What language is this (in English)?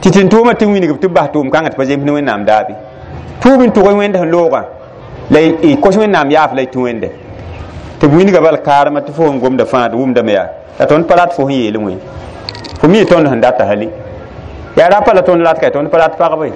Mossi